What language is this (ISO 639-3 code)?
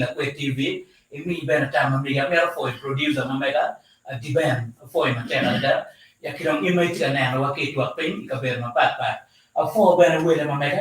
ach